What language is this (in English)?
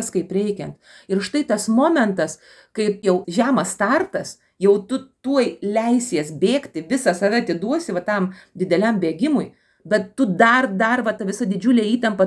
Lithuanian